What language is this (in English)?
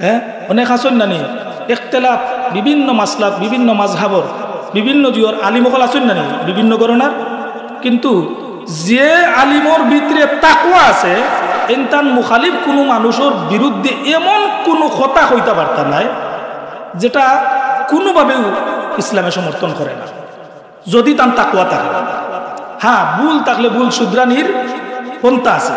Sylheti